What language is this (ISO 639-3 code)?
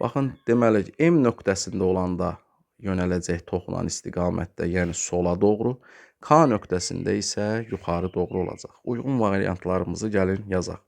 aze